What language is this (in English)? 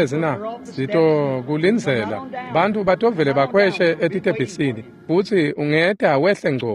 Swati